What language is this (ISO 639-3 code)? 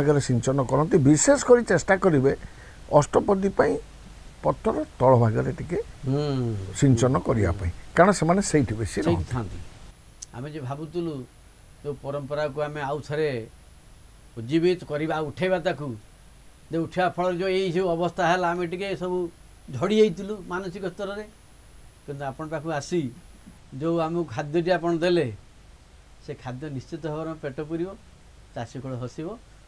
ori